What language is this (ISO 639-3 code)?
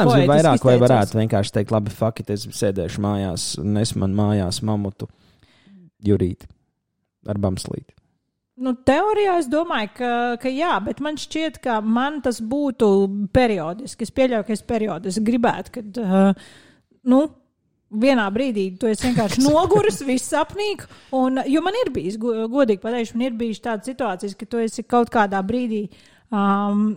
lav